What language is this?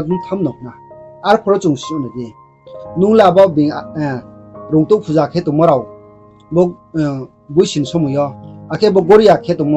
Riang (India)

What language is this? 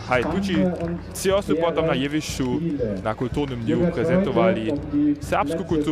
Upper Sorbian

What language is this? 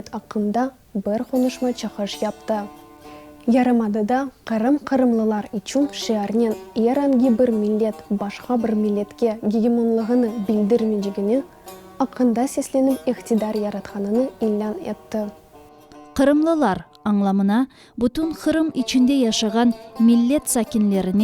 Crimean Tatar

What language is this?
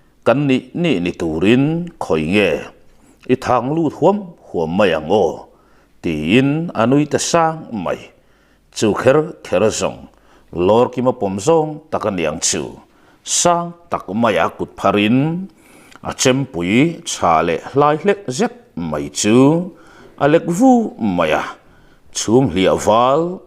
Mizo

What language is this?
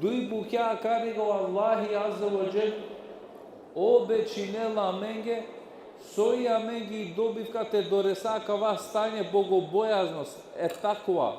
Balkan Romani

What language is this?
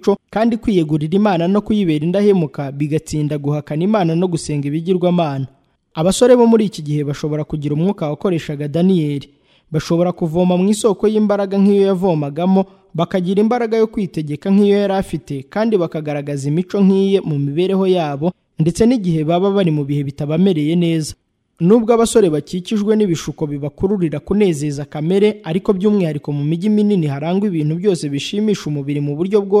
Kinyarwanda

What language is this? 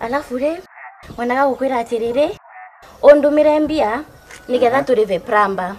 Meru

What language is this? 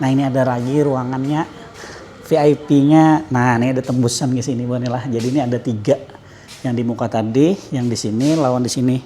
Banjar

